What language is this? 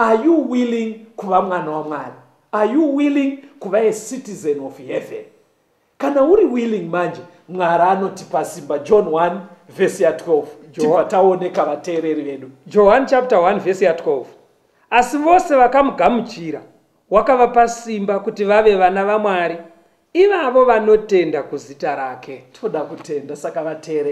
Shona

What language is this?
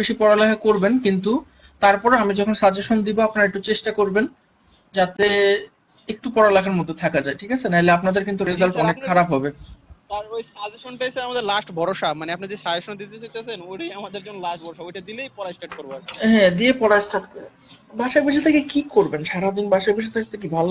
Bangla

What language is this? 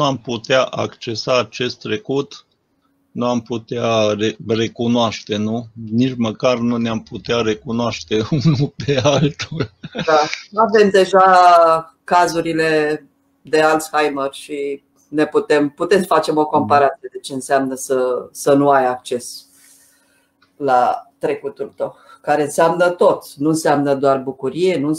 Romanian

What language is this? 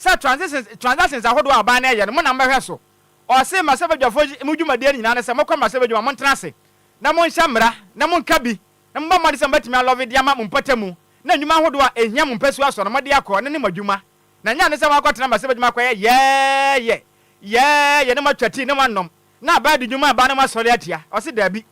Akan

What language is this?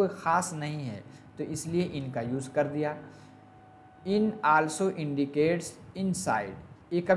Hindi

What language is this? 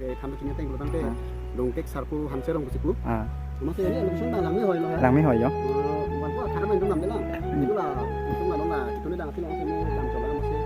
Karbi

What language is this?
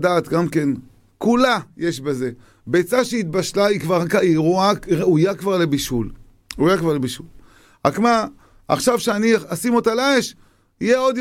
Hebrew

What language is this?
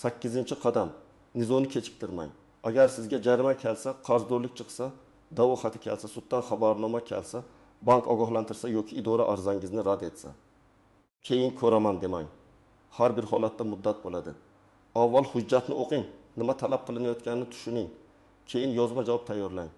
Uzbek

